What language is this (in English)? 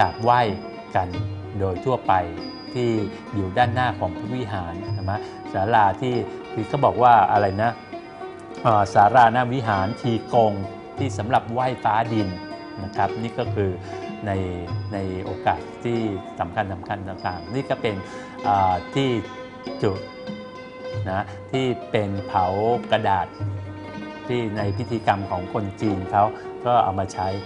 Thai